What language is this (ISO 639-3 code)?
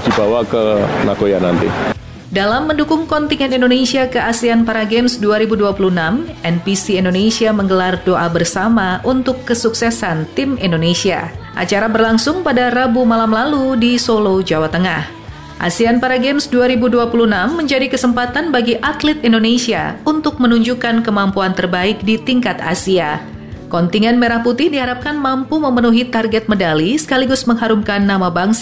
ind